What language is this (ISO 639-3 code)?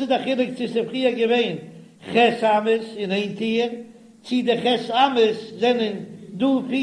yid